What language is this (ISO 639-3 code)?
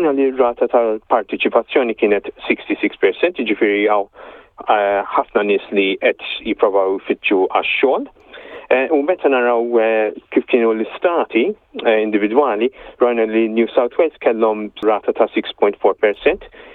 mlt